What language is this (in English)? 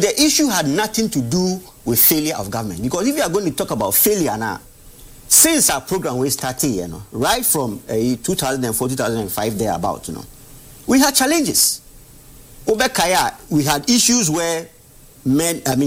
English